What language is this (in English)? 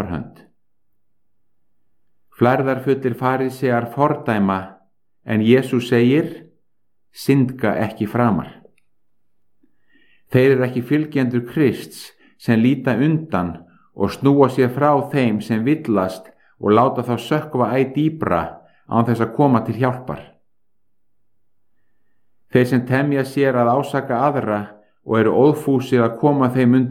Icelandic